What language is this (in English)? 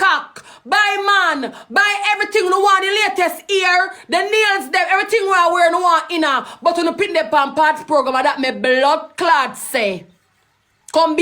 Jamaican Creole English